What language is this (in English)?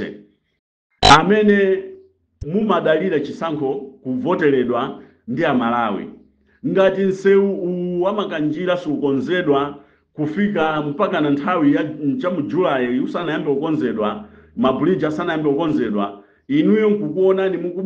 Nyanja